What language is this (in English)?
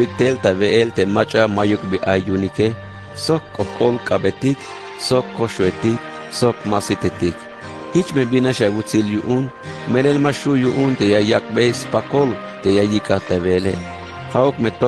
Tzeltal